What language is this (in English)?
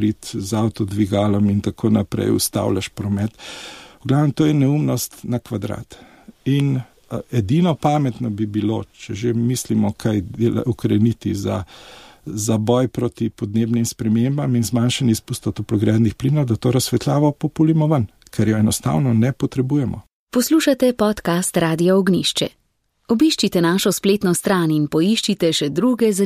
Slovenian